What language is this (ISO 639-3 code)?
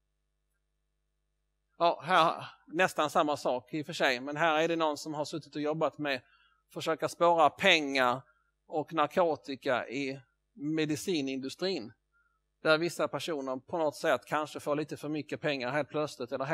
swe